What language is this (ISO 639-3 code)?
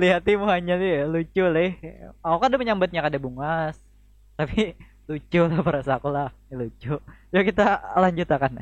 bjn